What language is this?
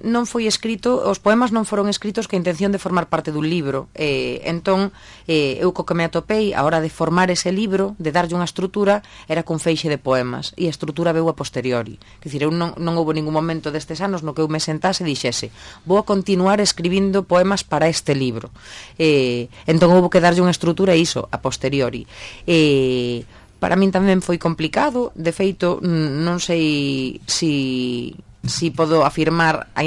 Galician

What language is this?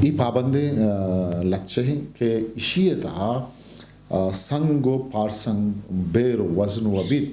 Eastern Balochi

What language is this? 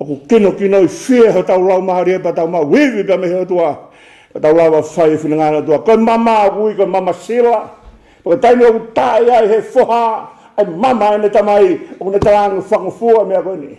Tongan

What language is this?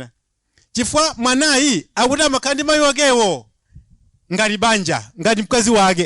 Nyanja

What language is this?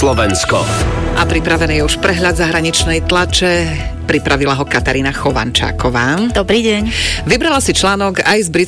Slovak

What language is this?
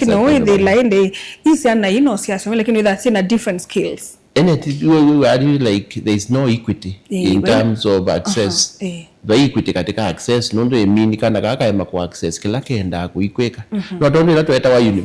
Kamba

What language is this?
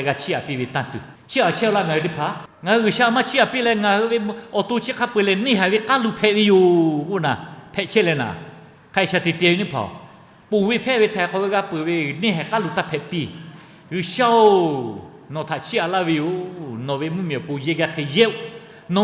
Lahu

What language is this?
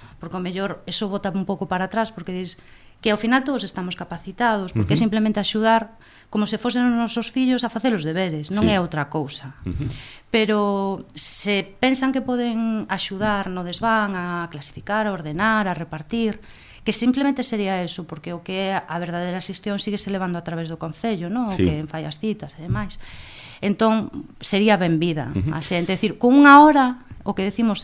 Galician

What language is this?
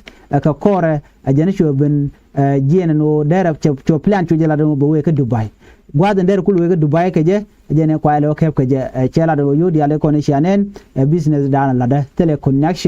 Nuer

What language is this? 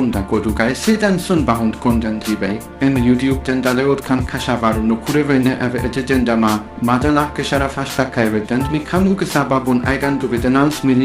Divehi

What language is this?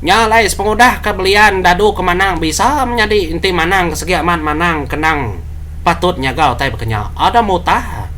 Iban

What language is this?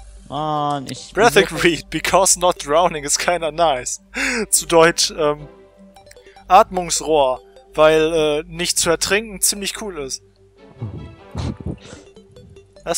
German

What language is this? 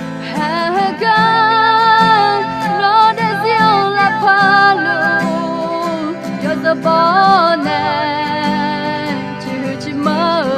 Akha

